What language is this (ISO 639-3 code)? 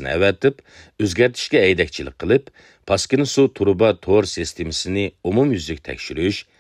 uig